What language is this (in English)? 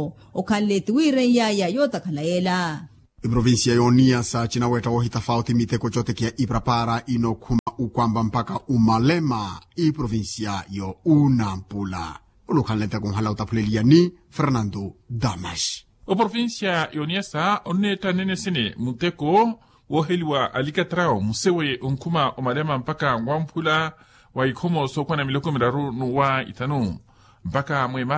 Makhuwa